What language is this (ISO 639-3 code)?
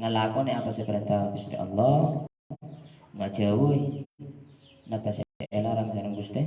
mad